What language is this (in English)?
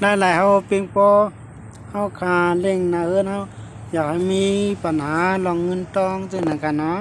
Shan